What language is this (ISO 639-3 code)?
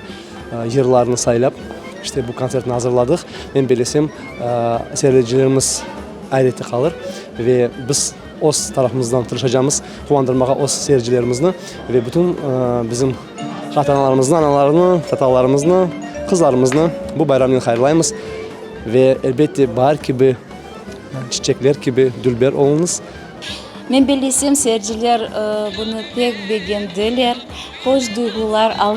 crh